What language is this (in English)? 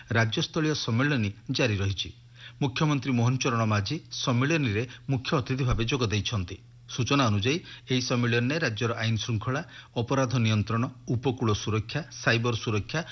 Odia